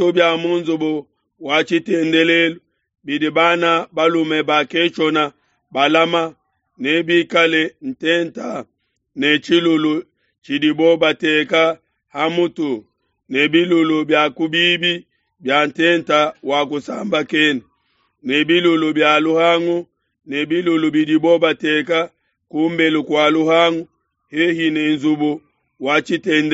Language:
Luba-Lulua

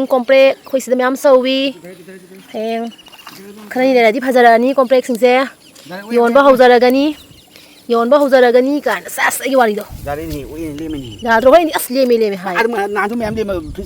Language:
Manipuri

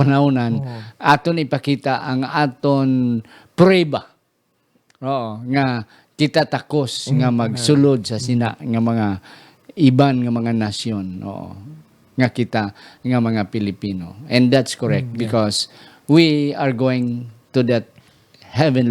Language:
Hiligaynon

